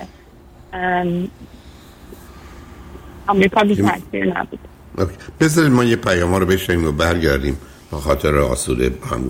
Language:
Persian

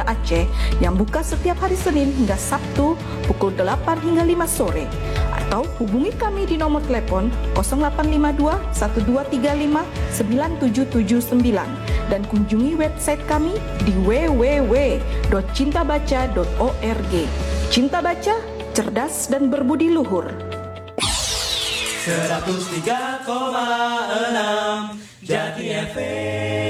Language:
Indonesian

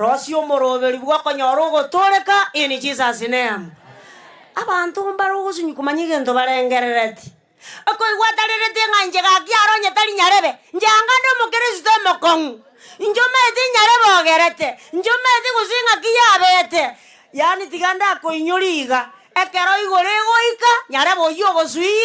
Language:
Gusii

